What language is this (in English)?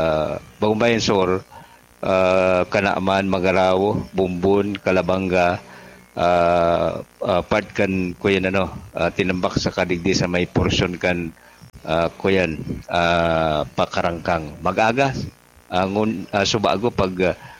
Bikol